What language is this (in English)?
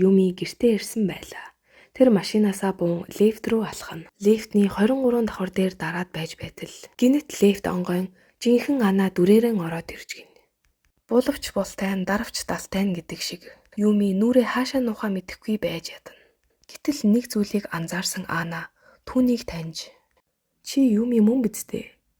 Mongolian